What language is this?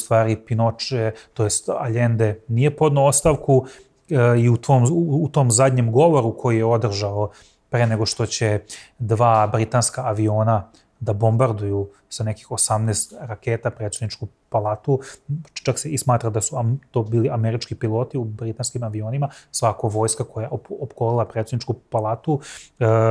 Serbian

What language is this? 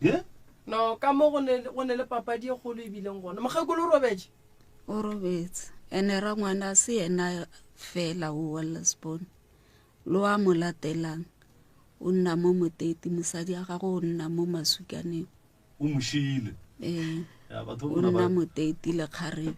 Northern Sotho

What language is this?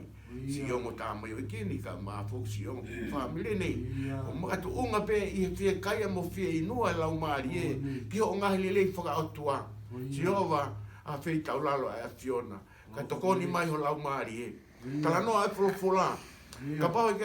Tongan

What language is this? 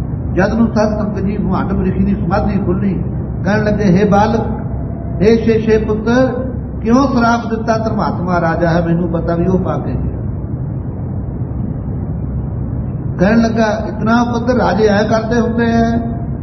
Punjabi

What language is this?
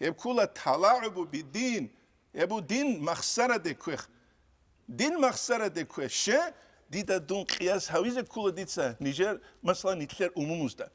Avaric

